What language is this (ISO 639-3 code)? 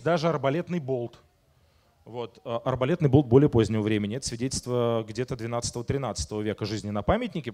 rus